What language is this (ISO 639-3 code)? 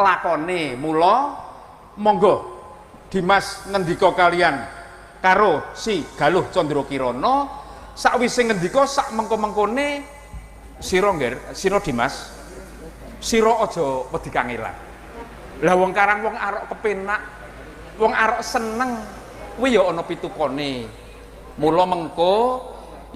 jav